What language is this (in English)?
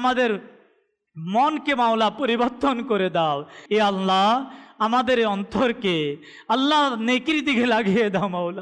Bangla